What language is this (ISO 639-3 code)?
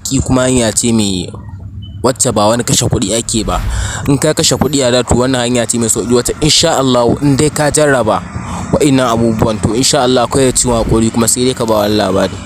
hau